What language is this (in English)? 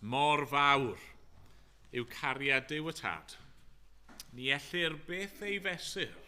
Welsh